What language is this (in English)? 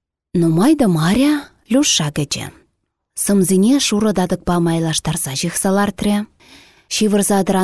Chuvash